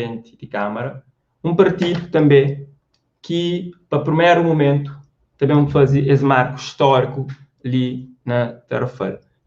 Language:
Kabuverdianu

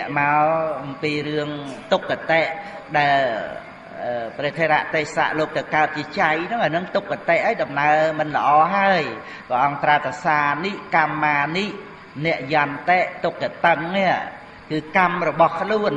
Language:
Khmer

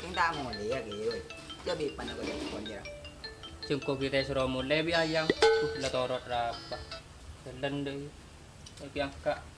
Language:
Madurese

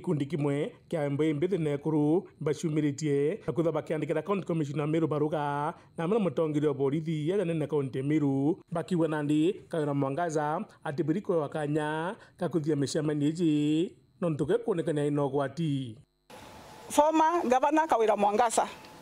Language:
Meru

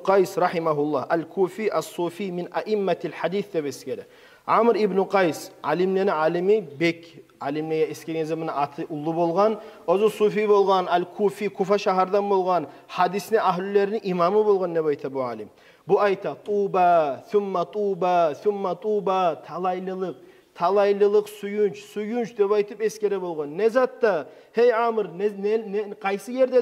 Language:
Kumyk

